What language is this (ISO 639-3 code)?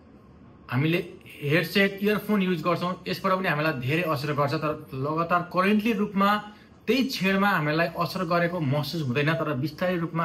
nep